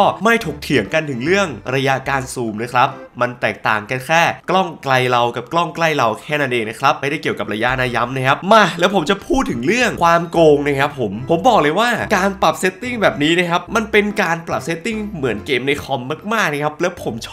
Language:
Thai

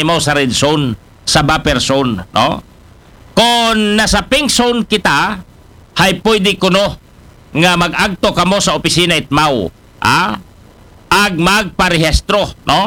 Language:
Aklanon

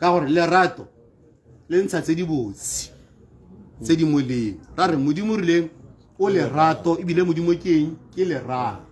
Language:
Tswana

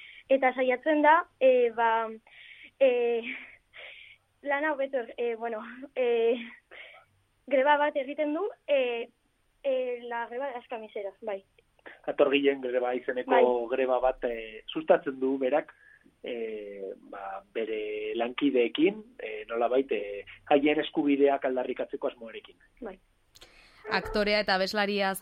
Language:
Basque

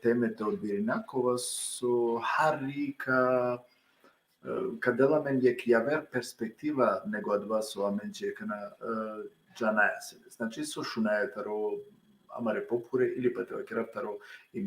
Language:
Balkan Romani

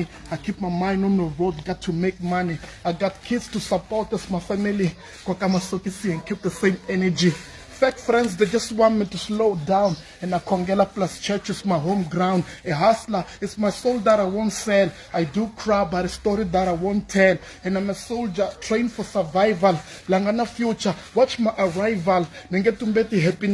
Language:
Tsonga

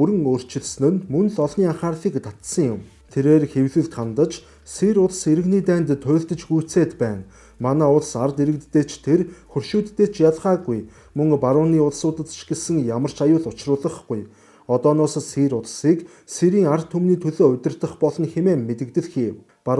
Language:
Mongolian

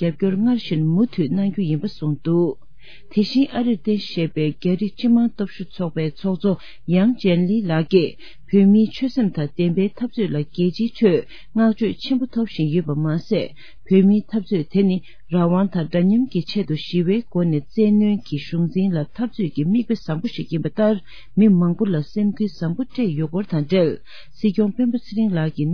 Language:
Tibetan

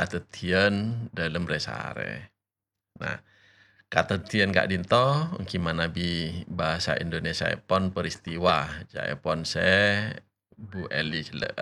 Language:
Madurese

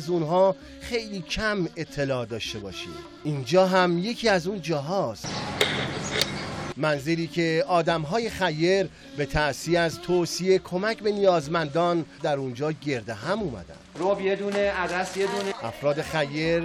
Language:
Persian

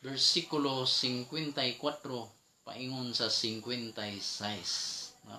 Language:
Cebuano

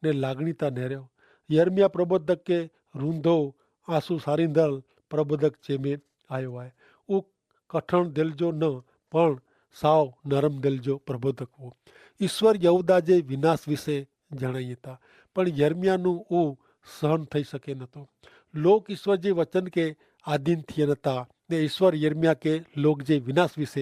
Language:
Kachhi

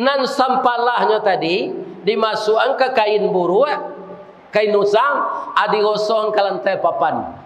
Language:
Minangkabau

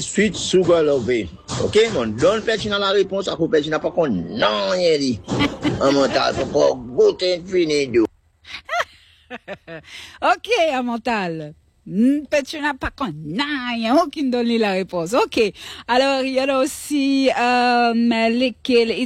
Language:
French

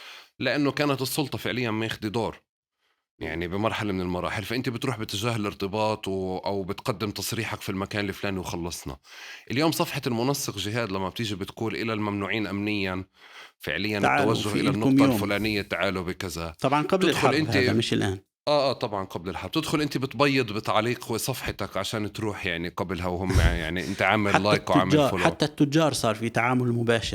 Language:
North Levantine Arabic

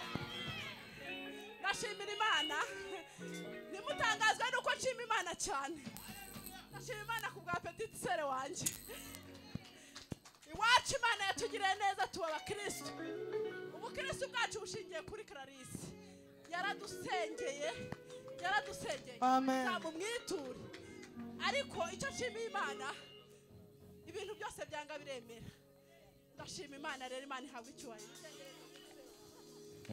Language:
Kinyarwanda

